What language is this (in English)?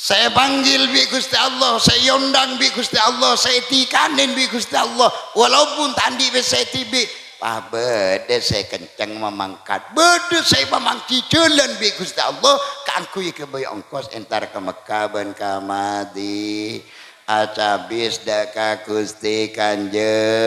Madurese